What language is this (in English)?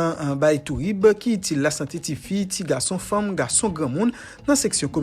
Haitian Creole